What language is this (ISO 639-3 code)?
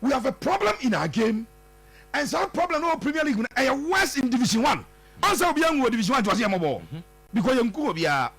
aka